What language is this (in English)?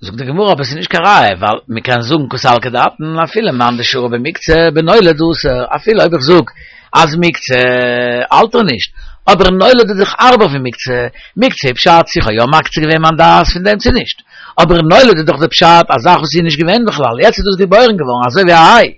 Yiddish